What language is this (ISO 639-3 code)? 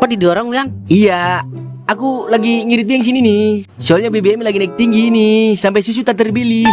bew